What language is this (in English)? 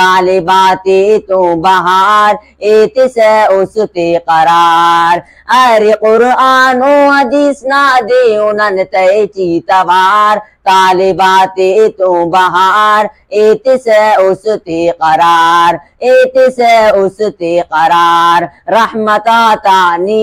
Brahui